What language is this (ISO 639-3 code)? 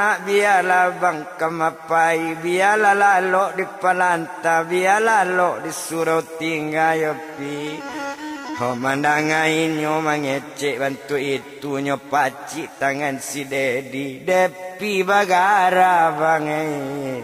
min